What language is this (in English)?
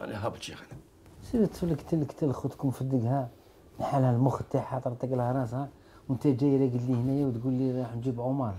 Algerian Arabic